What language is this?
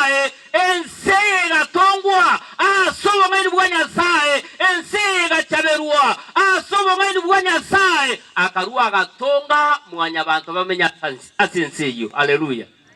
Gusii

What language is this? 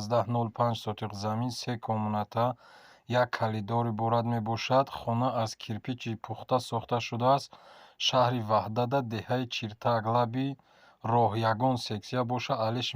Tajik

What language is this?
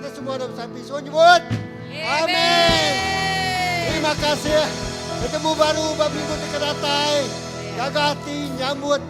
Iban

